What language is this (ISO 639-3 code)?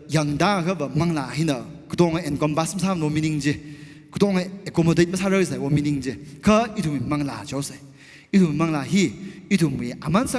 nmf